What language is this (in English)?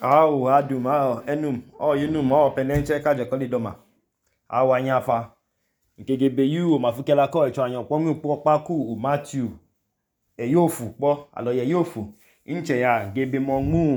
Idoma